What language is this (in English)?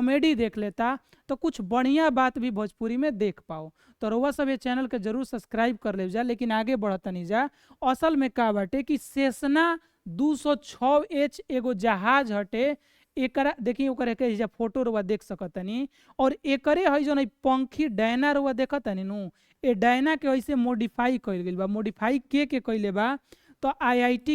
Bhojpuri